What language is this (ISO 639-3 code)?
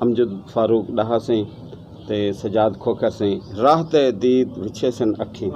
skr